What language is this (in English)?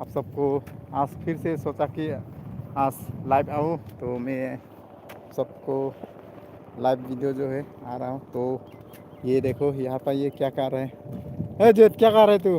Karbi